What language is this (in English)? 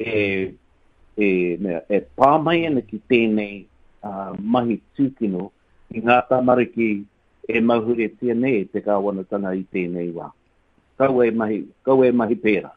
Māori